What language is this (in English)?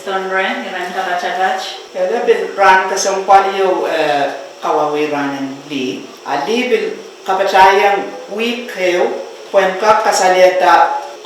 Pohnpeian